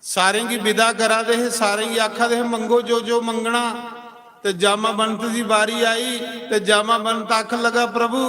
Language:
Dogri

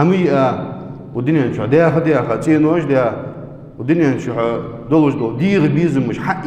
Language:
Ingush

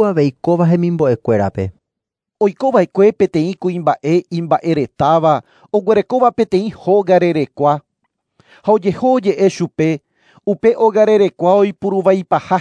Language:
Guarani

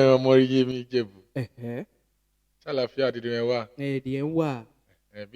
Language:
Yoruba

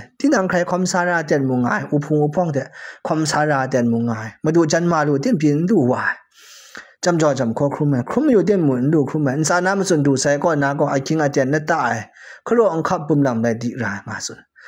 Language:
Kachin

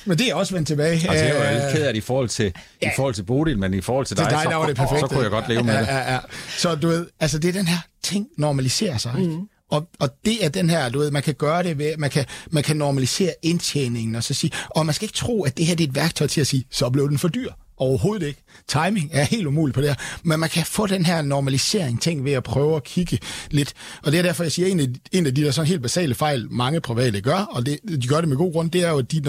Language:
Danish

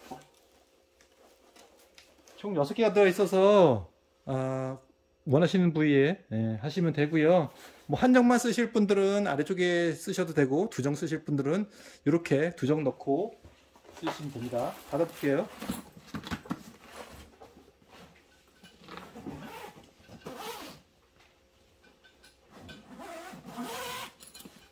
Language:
Korean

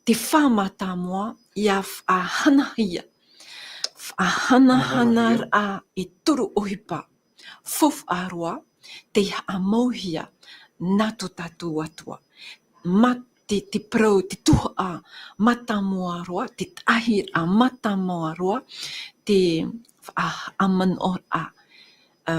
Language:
Tahitian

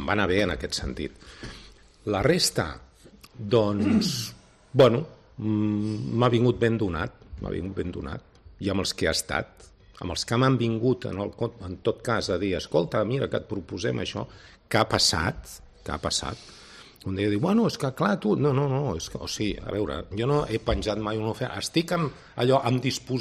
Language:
Catalan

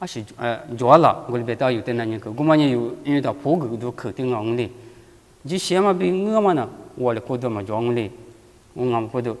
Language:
Lisu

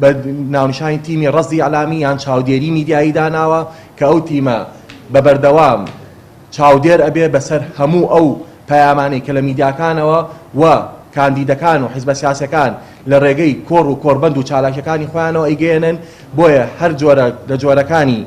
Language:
Central Kurdish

